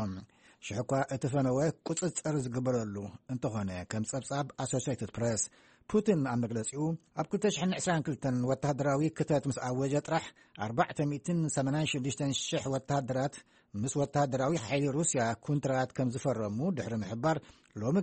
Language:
Tigrinya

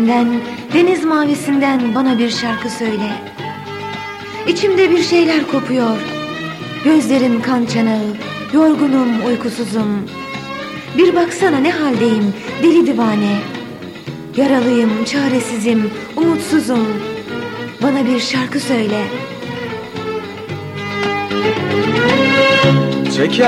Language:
Turkish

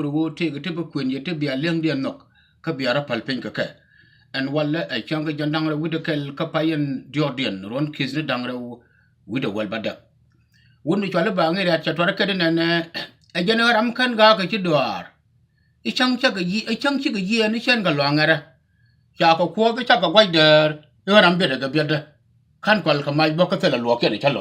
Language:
Nuer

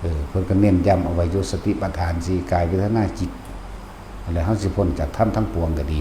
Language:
Northeastern Thai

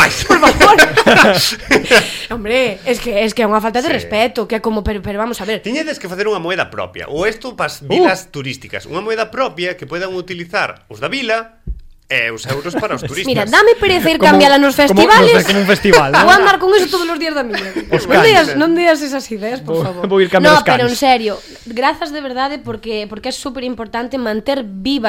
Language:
Galician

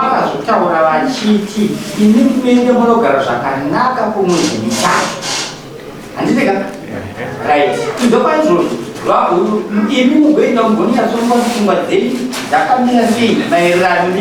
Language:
Shona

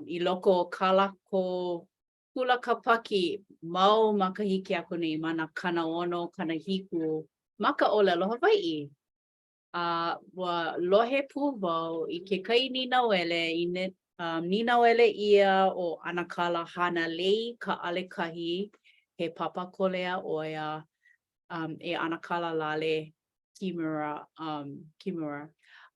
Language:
Hawaiian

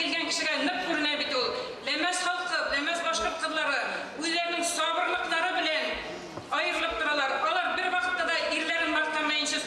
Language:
Bashkir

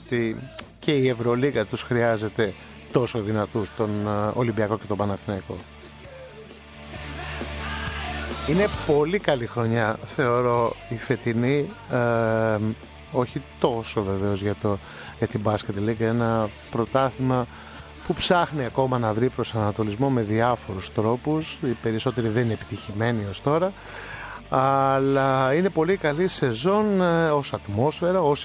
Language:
Greek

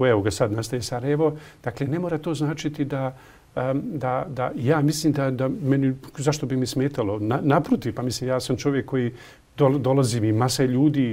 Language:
Bosnian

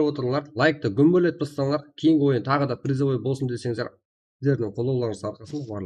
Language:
Kara-Kalpak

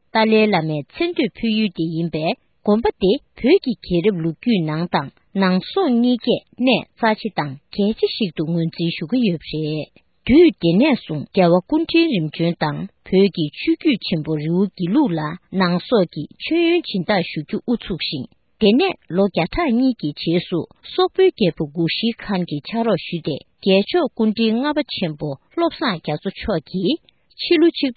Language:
Tibetan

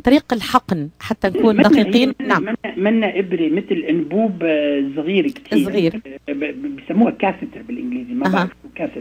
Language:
North Levantine Arabic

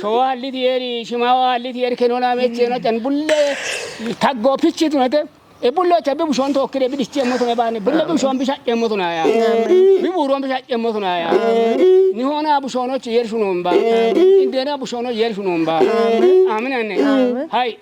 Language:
Kafa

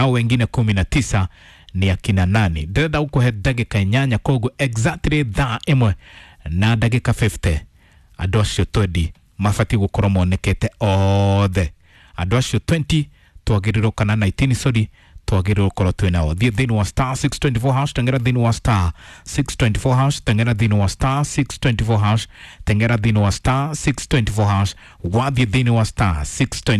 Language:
Kikuyu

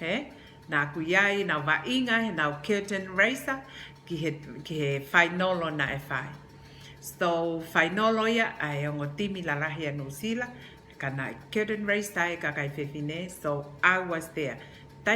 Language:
Tongan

